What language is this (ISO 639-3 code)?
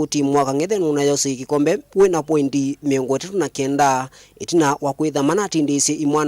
kam